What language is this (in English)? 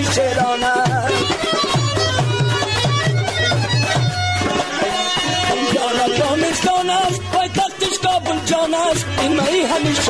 Persian